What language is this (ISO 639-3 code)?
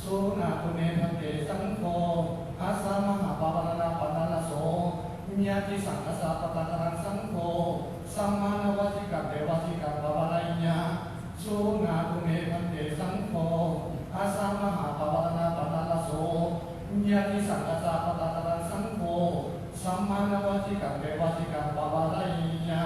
pli